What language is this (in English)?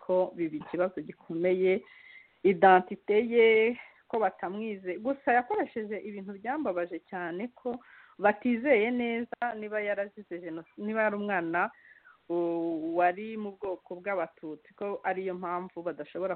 Kinyarwanda